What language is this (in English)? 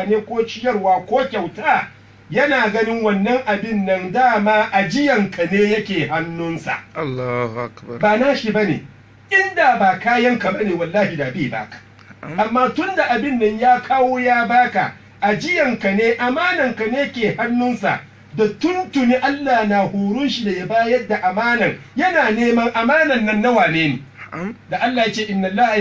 Hausa